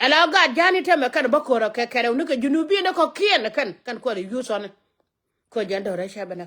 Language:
Nuer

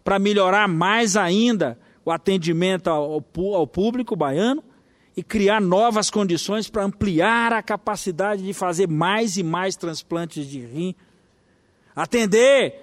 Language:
Portuguese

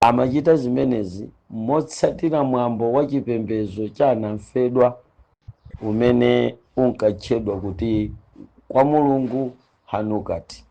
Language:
Nyanja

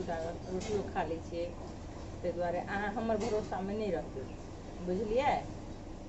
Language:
Maithili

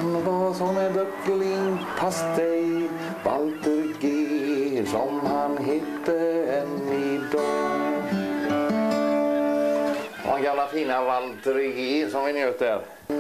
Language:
Swedish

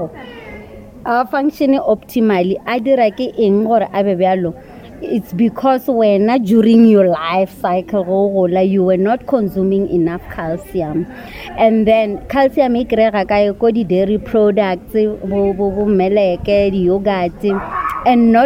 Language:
Northern Sotho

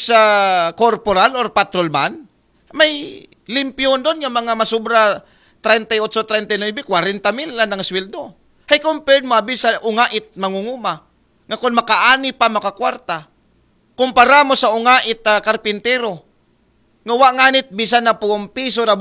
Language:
Aklanon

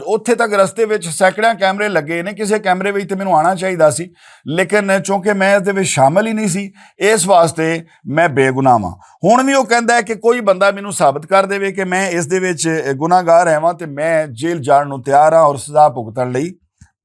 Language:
Western Panjabi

